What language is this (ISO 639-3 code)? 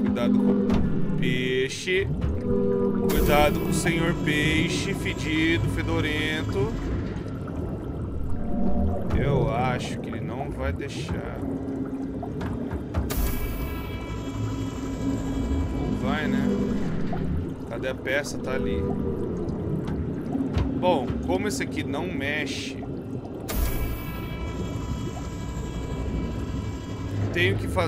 por